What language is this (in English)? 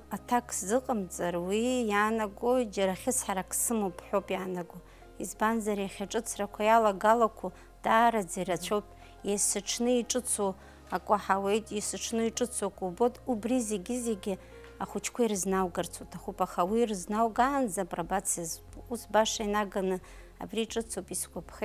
Abkhazian